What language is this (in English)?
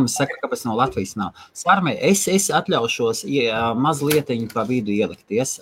Latvian